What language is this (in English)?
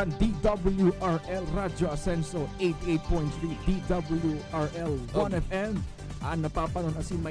Bikol